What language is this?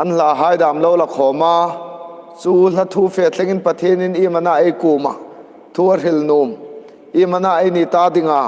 Hmar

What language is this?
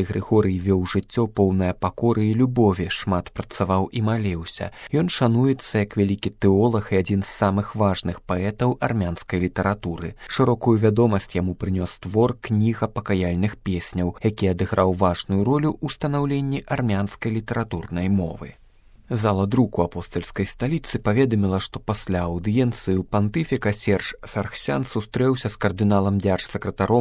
Belarusian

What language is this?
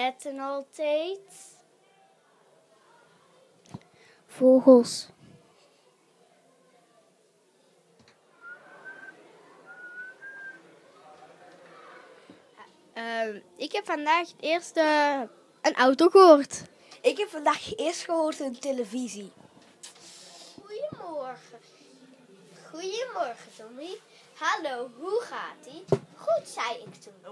Dutch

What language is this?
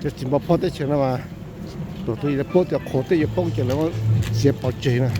Hmong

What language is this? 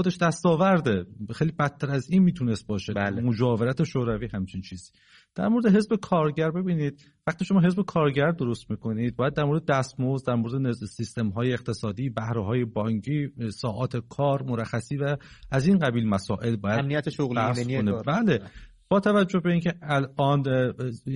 Persian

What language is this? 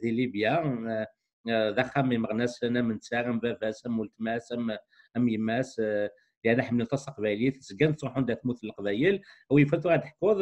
Kabyle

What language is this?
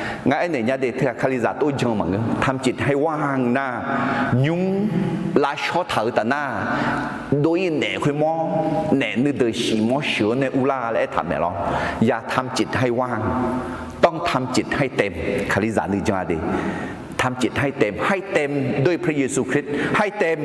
Akha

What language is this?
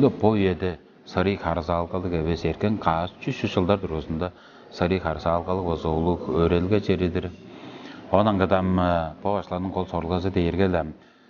Tuvinian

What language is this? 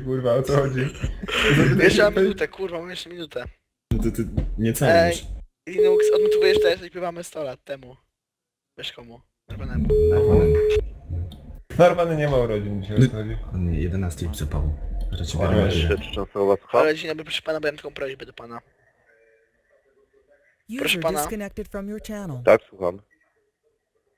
Polish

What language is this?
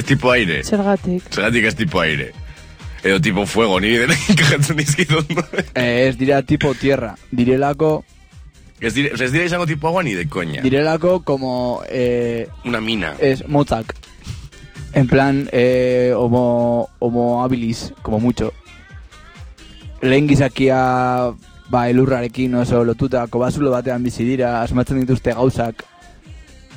Basque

